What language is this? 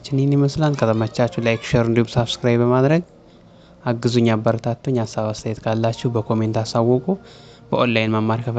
Amharic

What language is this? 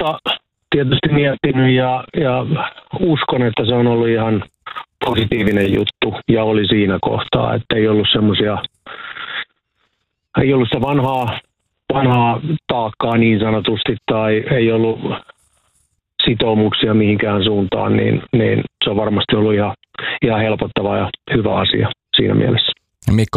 Finnish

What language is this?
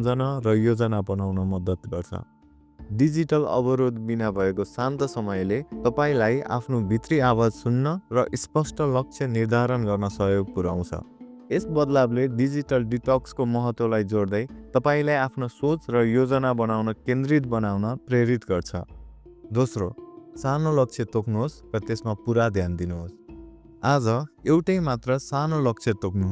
Nepali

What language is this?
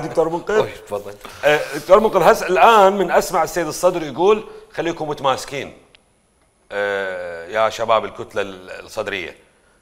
Mesopotamian Arabic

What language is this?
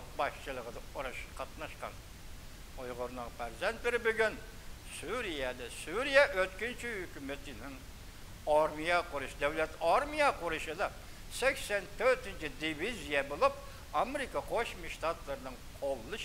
Uyghur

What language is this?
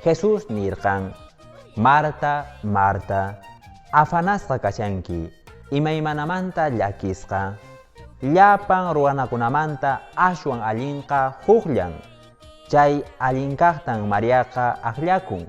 Quechua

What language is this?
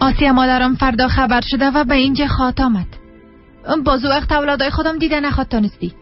Persian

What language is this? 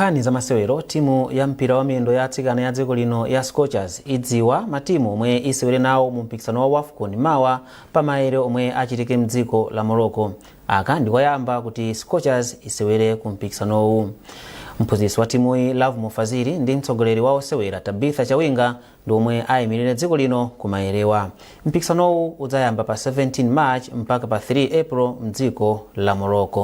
Nyanja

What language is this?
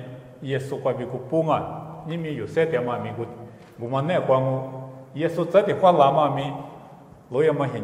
Lisu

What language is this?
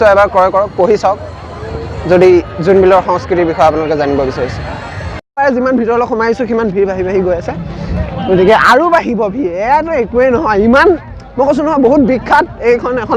Assamese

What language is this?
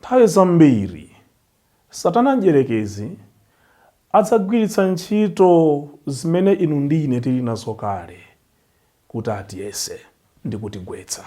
Nyanja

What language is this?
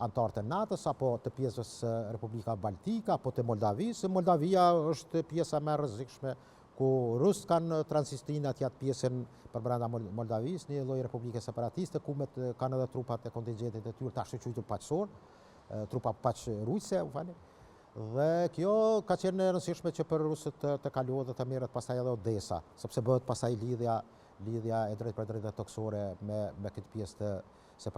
Albanian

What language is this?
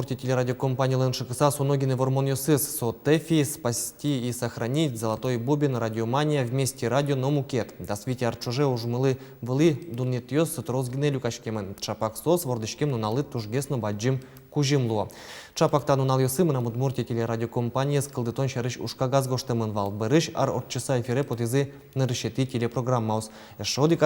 Udmurt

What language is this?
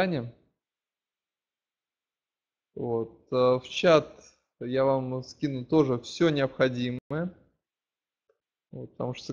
Russian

